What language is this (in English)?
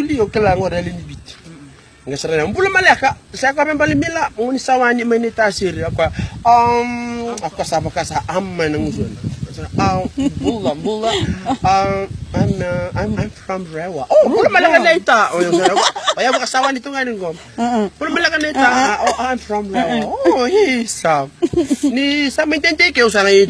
Fijian